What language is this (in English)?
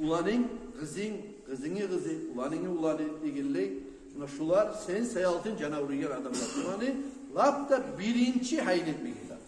Kumyk